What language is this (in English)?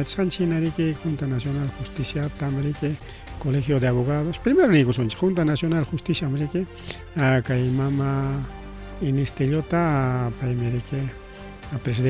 Ayacucho Quechua